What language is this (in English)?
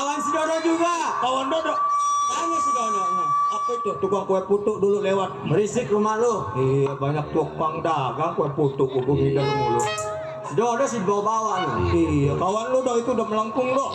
Betawi